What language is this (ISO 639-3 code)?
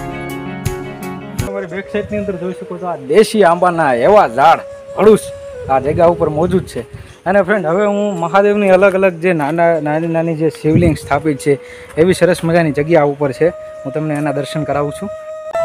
guj